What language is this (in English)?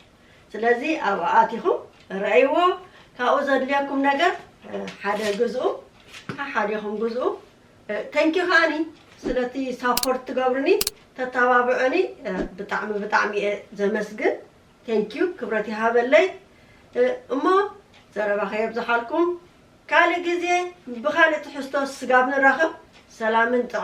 Tigrinya